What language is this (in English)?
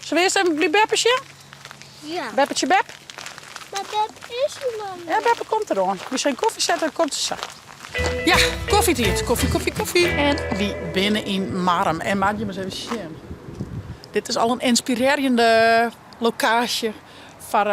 Western Frisian